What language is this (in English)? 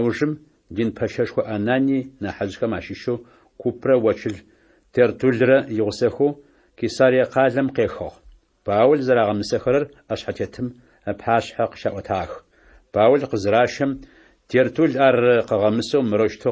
Adyghe